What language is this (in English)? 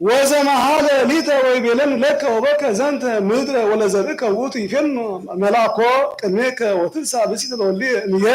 Geez